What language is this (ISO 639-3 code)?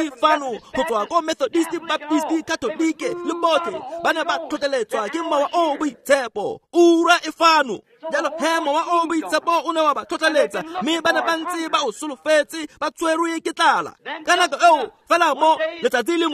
tsn